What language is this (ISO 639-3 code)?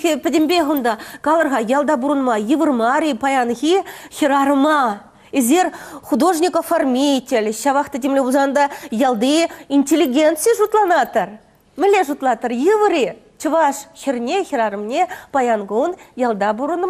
chv